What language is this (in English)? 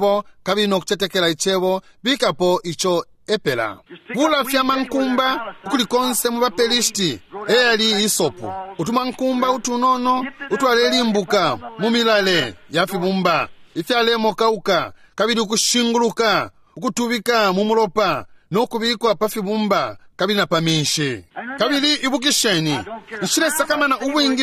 Bemba